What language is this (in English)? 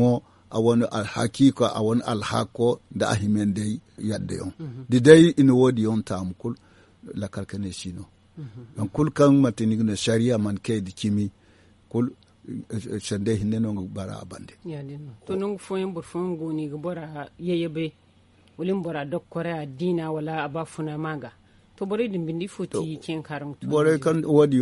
Zarma